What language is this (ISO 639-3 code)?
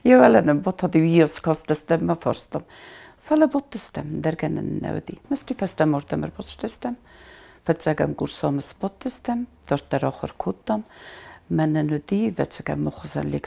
oss